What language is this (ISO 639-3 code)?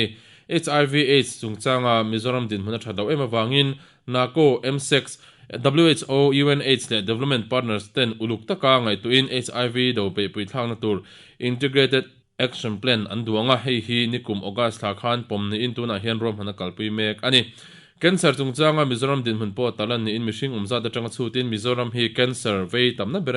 lus